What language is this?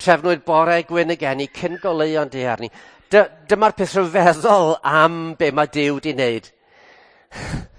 Welsh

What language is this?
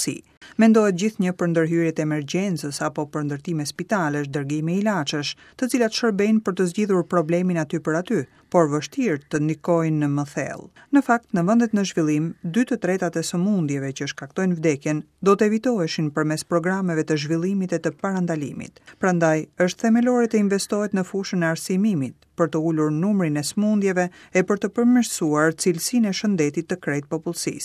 Albanian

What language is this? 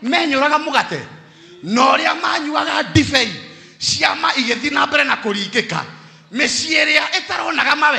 Kikuyu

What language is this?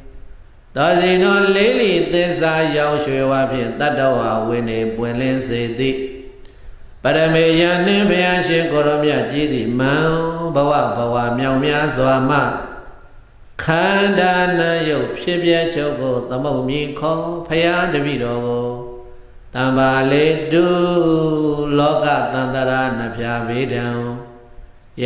Burmese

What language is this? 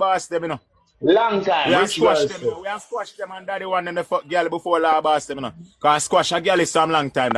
Jamaican Creole English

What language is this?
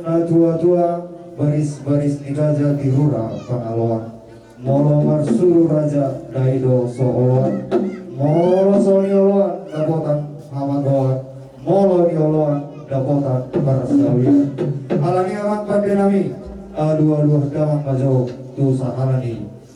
Batak Toba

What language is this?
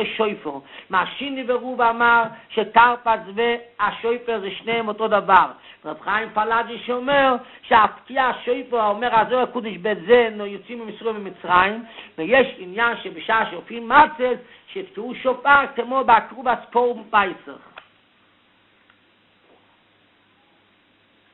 Hebrew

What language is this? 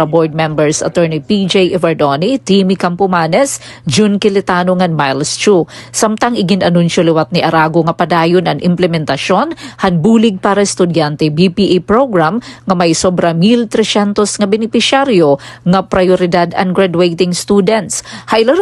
Waray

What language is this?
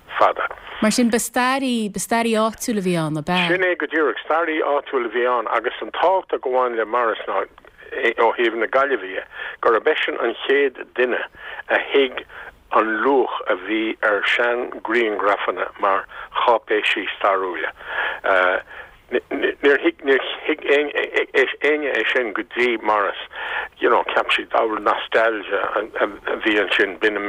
Irish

